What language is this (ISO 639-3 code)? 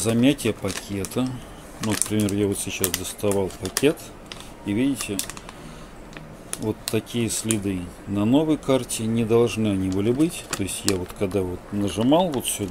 rus